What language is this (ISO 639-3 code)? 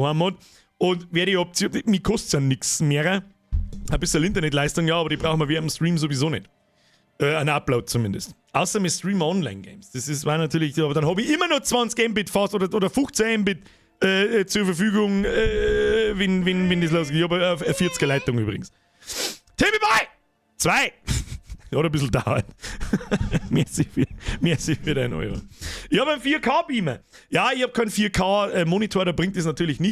bar